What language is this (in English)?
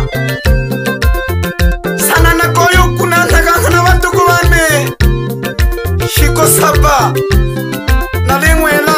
Swahili